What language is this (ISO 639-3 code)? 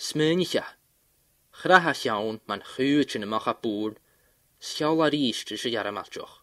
gla